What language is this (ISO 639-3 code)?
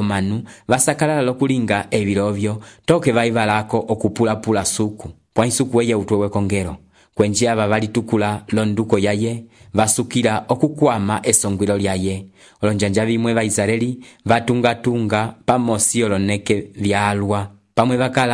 umb